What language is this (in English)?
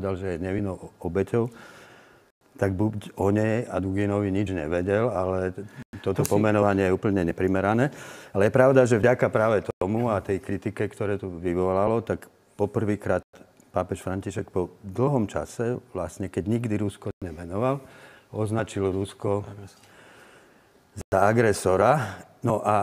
Slovak